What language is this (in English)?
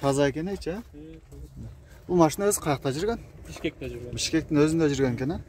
Kyrgyz